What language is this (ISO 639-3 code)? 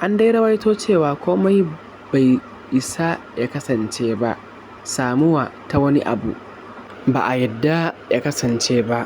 hau